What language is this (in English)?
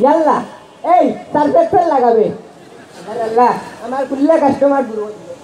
Sylheti